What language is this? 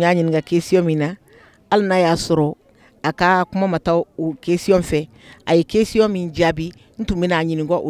Bambara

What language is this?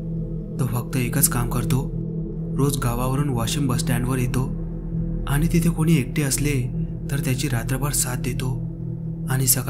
Marathi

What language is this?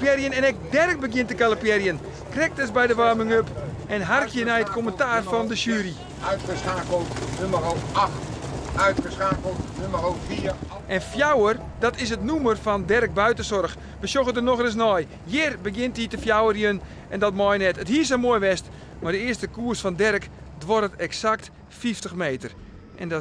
Western Frisian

